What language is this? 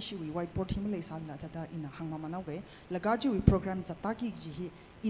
Tangkhul Naga (India)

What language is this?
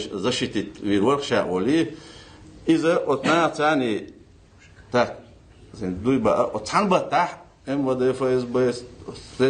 Ingush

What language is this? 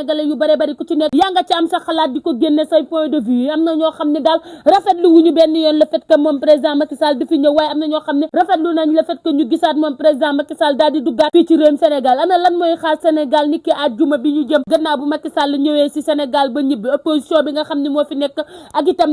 Wolof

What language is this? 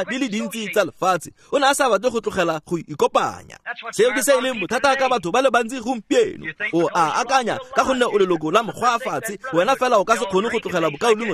Tswana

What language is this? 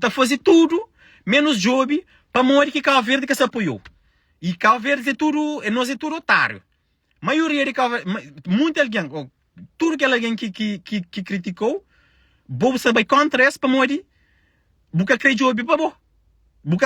Kabuverdianu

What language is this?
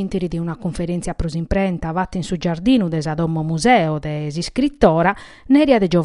Sardinian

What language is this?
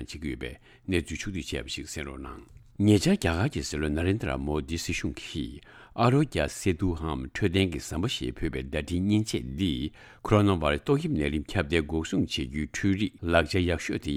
Tibetan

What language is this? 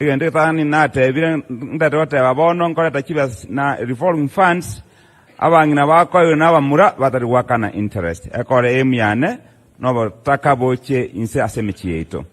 Gusii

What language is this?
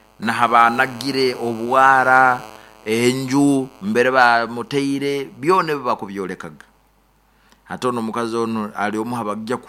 Nyoro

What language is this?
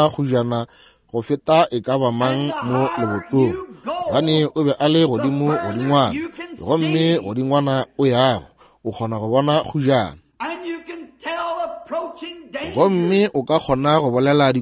Northern Sotho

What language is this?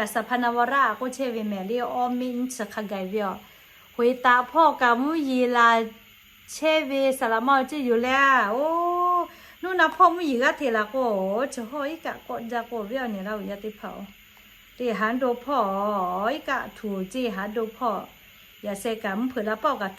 Lahu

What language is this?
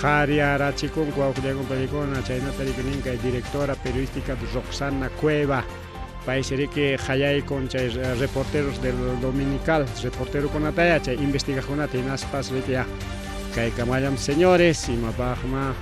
Ayacucho Quechua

